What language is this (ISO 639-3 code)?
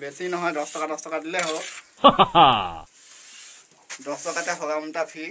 asm